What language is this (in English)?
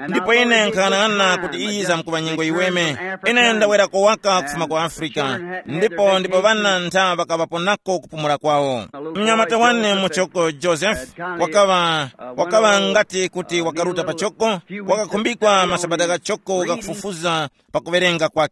Tumbuka